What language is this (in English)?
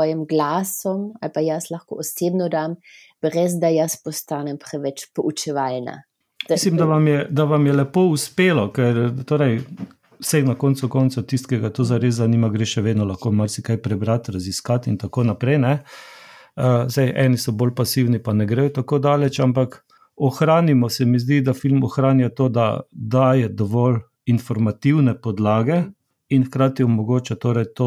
Slovenian